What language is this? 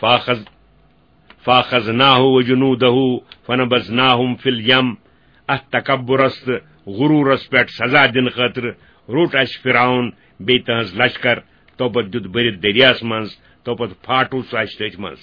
Kashmiri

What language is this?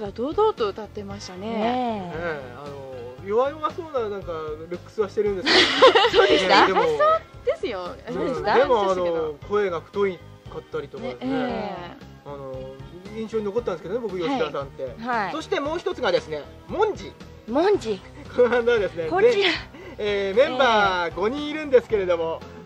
Japanese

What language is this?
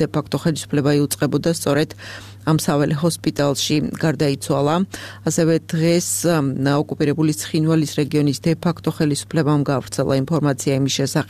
Georgian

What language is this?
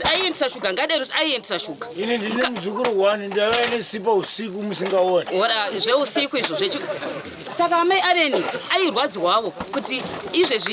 Shona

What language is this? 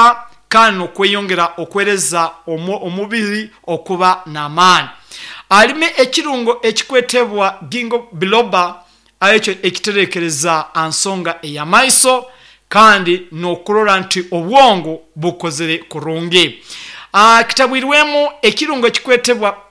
Nyankole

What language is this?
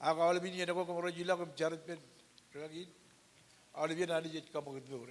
Marshallese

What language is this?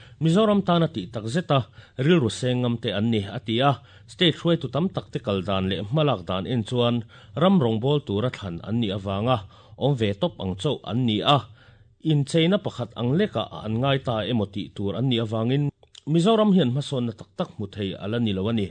Mizo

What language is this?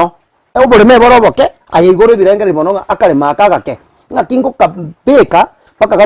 Gusii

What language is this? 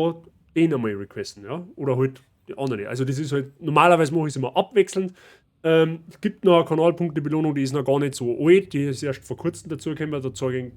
Bavarian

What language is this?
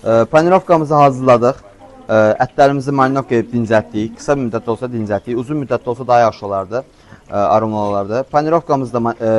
Azerbaijani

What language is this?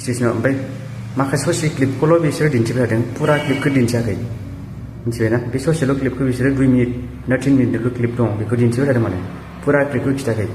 Bodo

